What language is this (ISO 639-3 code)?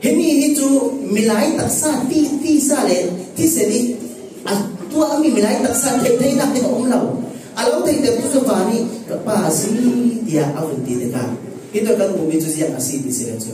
cfm